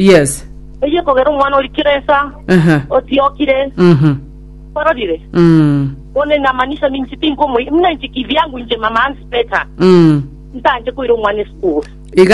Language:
Gusii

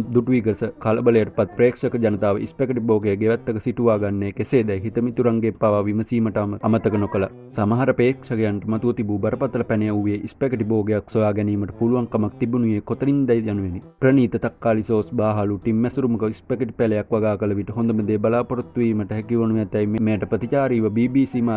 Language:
Sinhala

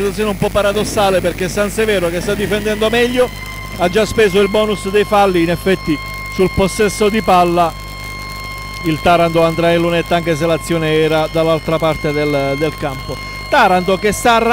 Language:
Italian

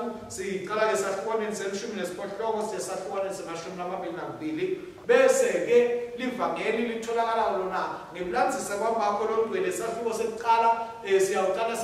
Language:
Swati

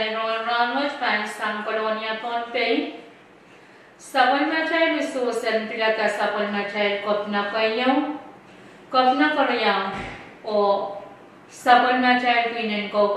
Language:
Pohnpeian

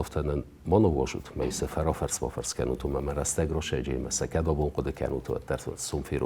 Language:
Ossetic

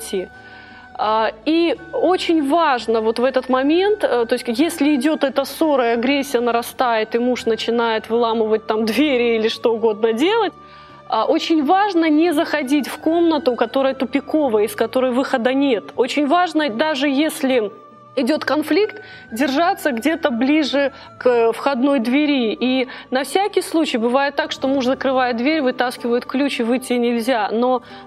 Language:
Russian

